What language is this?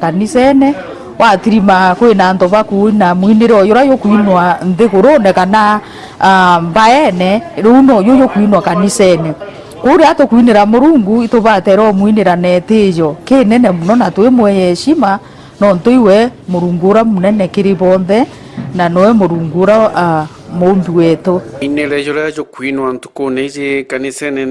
Meru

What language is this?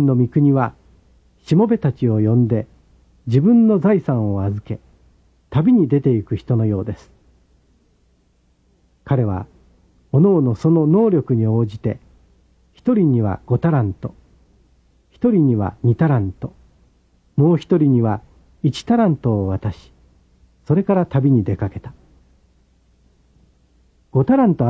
Japanese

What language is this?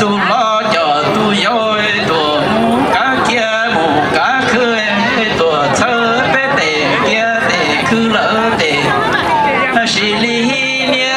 Hmong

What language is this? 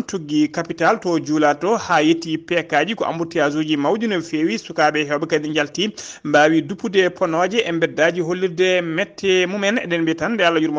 Fula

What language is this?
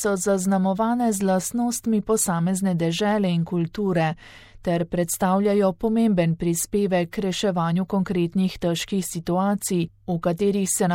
Slovenian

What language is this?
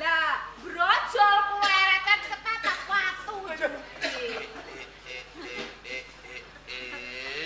Javanese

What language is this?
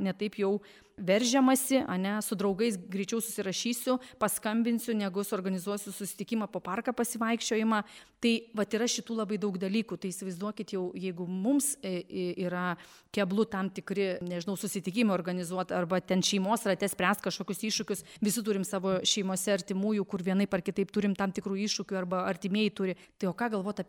Lithuanian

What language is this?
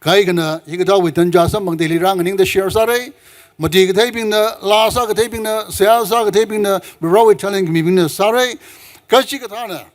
Tangkhul Naga (India)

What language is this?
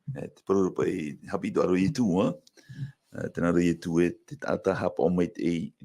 Tahitian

